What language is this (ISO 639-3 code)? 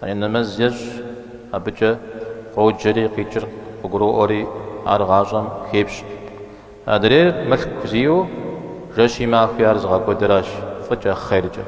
kbd